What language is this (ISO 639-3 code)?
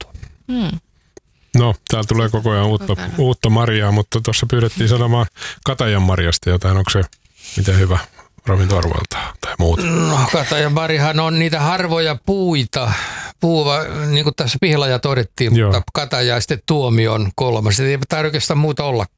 fin